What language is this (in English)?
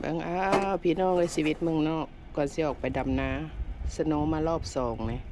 Lao